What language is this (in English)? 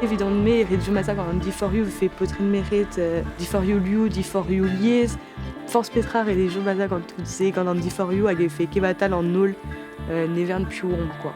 Breton